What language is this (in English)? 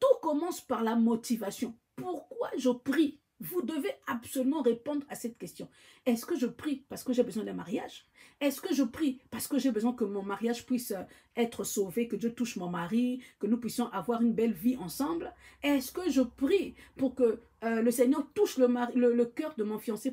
French